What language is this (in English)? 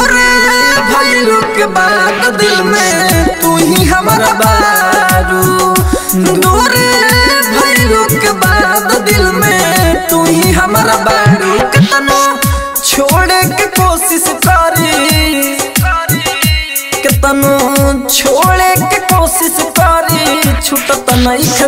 Bhojpuri